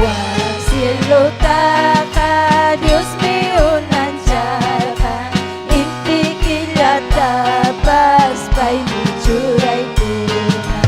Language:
Ayacucho Quechua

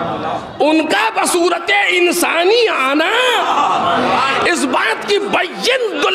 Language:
Urdu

